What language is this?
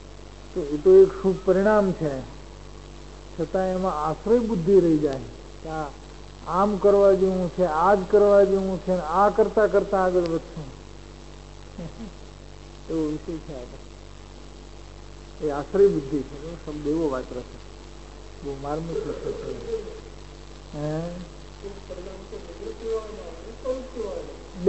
Gujarati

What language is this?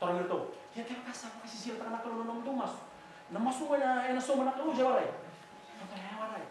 Fijian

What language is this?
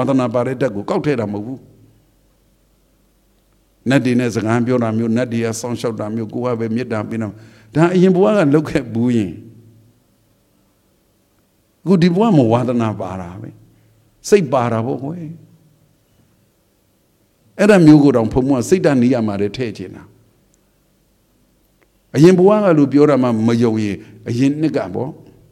Burmese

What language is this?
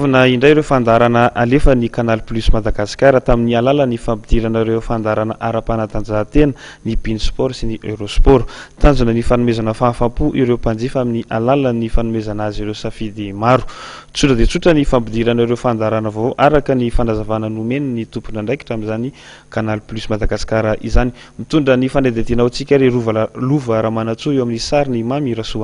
Malagasy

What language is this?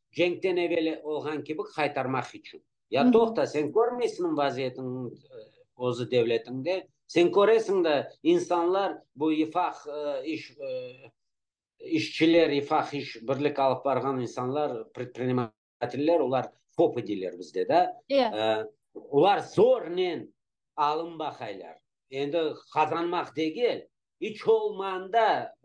Crimean Tatar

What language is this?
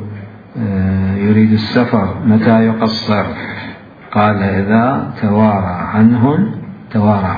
Mesopotamian Arabic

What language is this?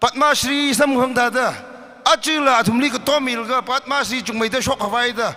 Tangkhul Naga (India)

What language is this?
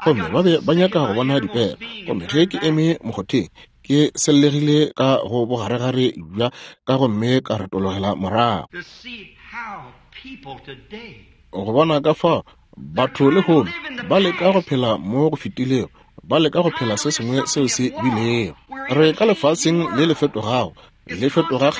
Northern Sotho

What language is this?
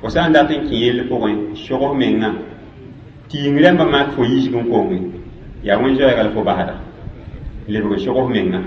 Mossi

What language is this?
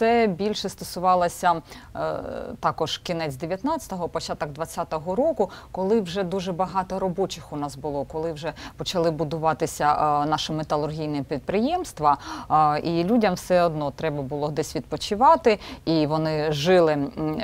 Ukrainian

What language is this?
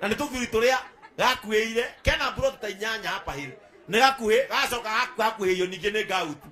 Kikuyu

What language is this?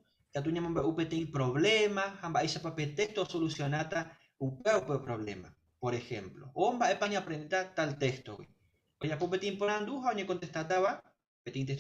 Guarani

